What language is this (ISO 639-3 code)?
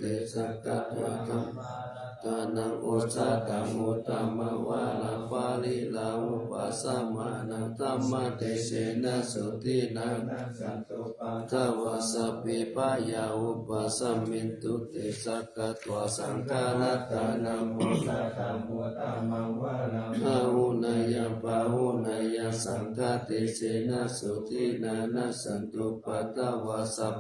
pli